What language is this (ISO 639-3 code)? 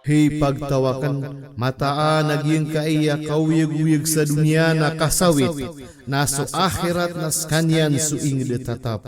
mrw